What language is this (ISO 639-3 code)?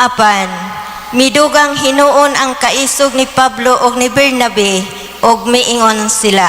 ceb